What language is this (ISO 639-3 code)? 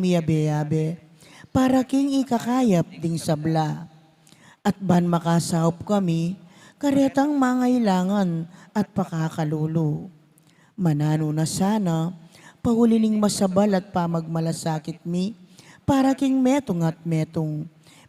pam